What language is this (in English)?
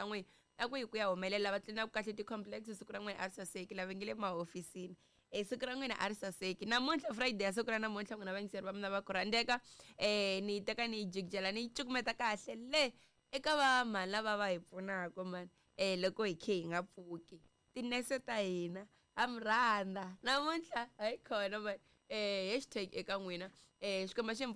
Tsonga